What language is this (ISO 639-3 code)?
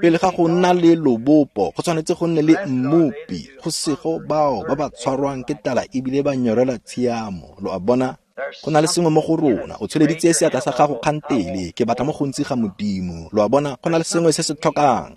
tsn